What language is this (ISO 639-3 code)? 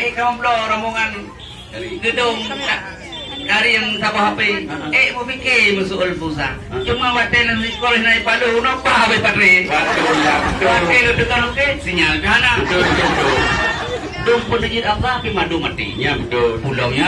ace